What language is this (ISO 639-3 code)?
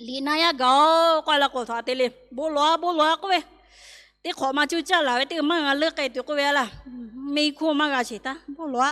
lhu